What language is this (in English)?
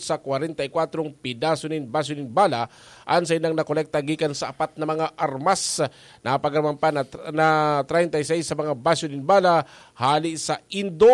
Bikol